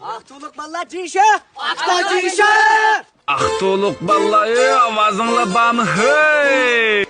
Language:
Uyghur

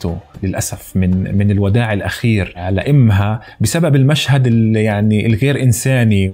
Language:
North Levantine Arabic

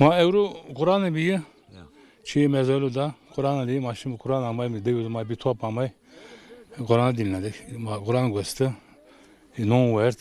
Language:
Zaza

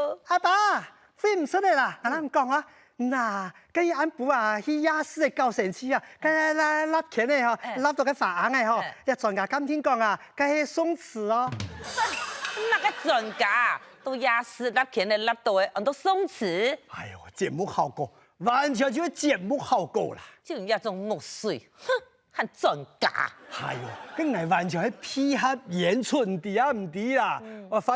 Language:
Hakka Chinese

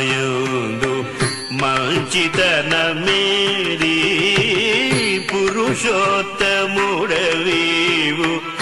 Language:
Telugu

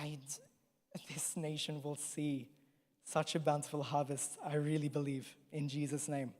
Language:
English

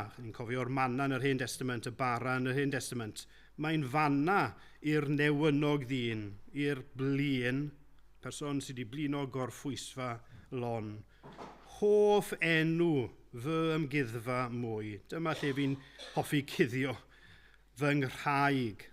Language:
Welsh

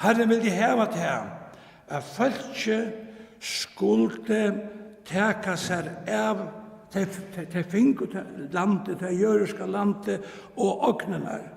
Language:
Faroese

